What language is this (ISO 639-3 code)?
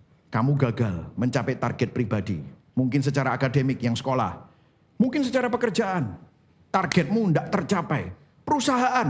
ind